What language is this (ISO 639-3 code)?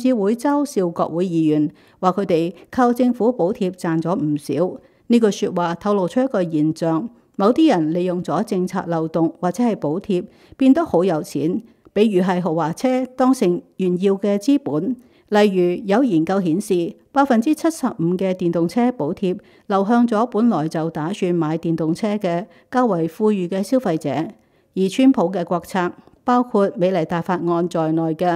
yue